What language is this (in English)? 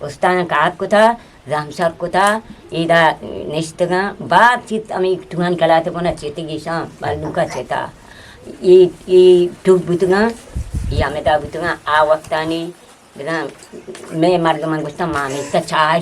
Eastern Balochi